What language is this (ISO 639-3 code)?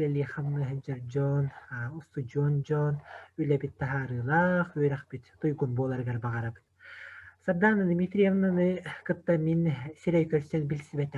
sah